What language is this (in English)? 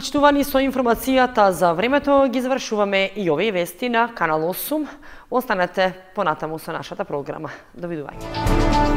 Macedonian